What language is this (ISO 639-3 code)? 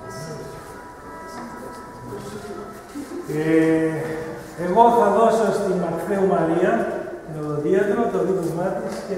ell